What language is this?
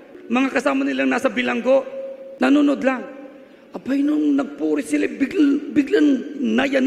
Filipino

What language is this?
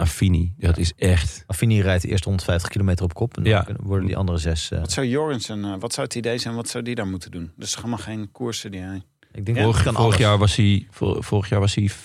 Dutch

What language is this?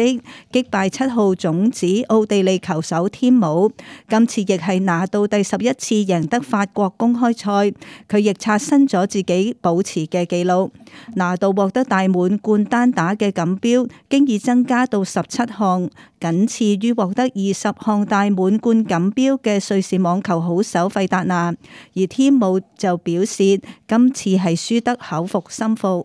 Cantonese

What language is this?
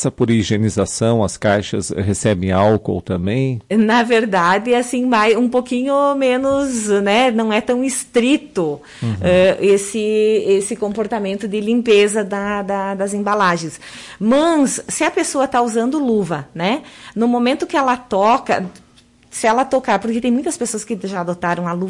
Portuguese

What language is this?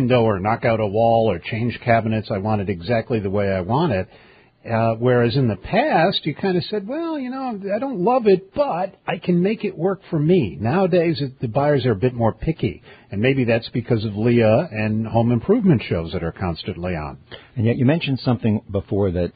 English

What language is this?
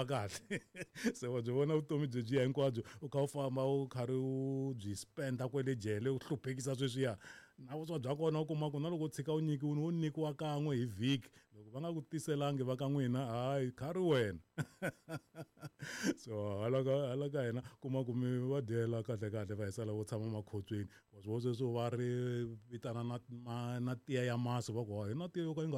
Tsonga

